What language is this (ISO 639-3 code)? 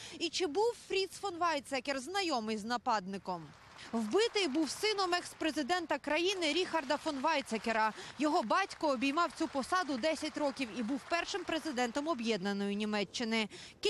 ukr